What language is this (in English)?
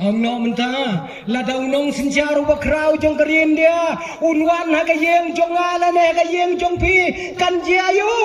Khasi